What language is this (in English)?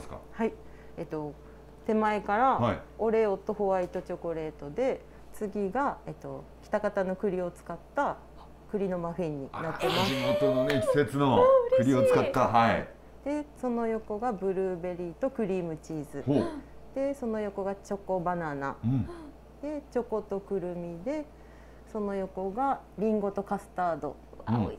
Japanese